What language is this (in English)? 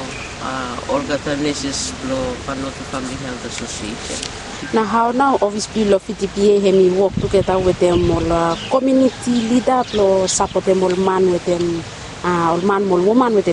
Bislama